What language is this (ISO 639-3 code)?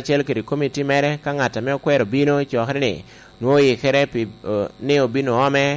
laj